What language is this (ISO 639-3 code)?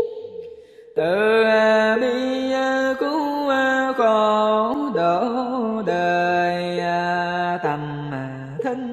vie